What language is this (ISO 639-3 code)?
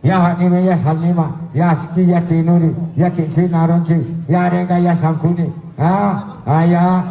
grt